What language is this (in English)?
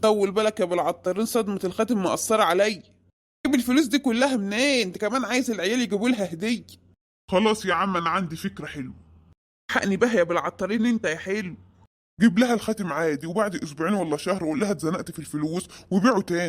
Egyptian Arabic